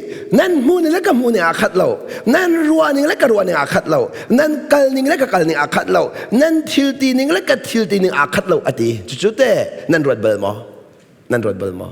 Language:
Hakha Chin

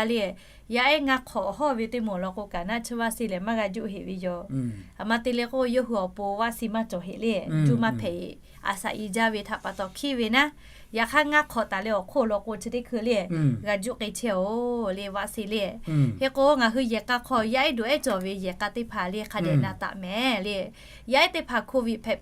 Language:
Lahu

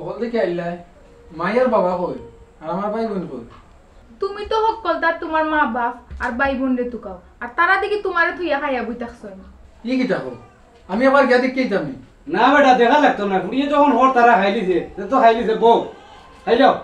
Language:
Sylheti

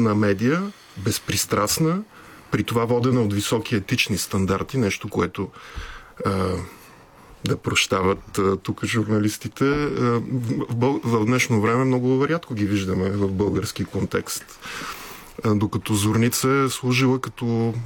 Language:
Bulgarian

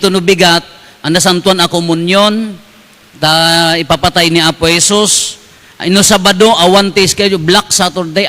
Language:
Iloko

